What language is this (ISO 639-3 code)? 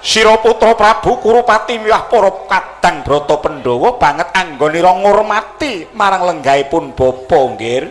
jav